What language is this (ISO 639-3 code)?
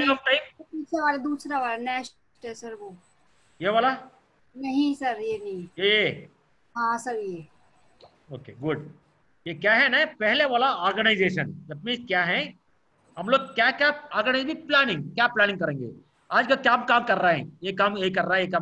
hin